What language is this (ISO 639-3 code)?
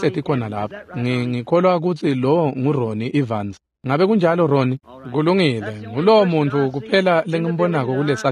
ssw